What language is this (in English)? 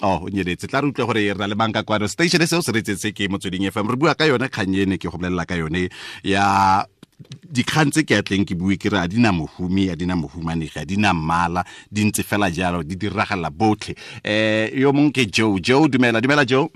Tswana